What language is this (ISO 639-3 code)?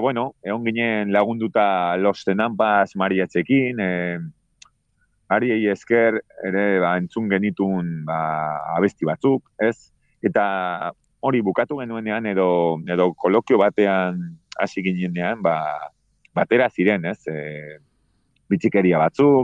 eus